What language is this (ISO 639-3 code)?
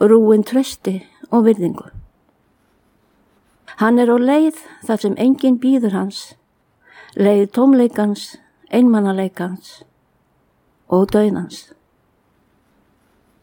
isl